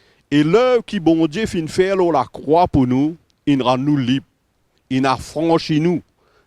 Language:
Morisyen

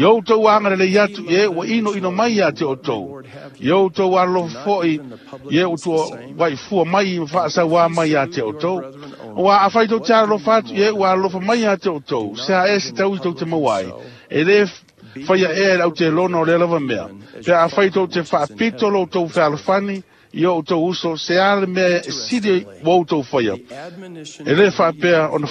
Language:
Samoan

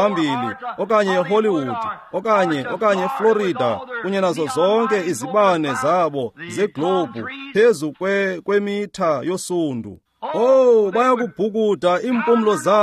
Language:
Xhosa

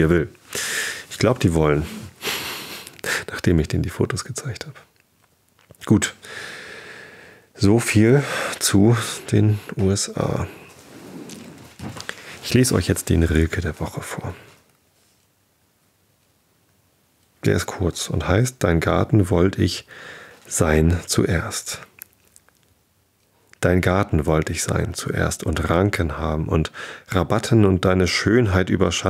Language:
German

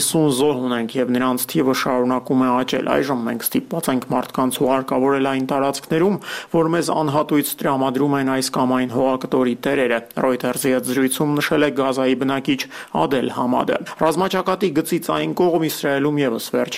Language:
Armenian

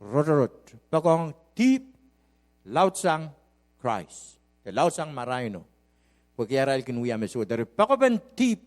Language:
Pohnpeian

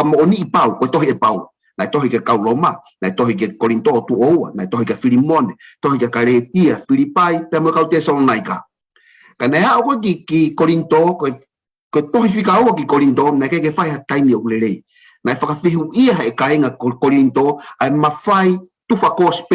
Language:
Tongan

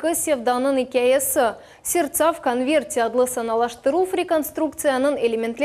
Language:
Crimean Tatar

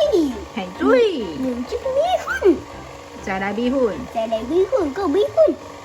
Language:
Min Nan Chinese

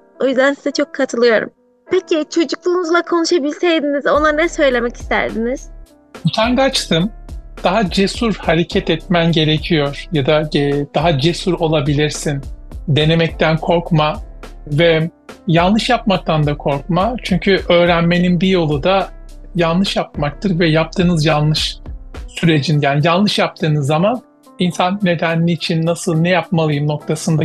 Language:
Turkish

